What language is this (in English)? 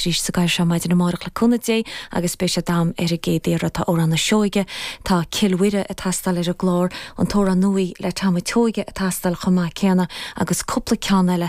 Irish